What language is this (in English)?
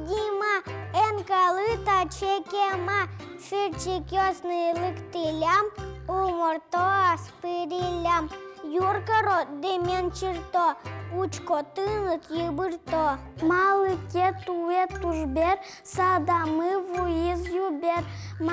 Udmurt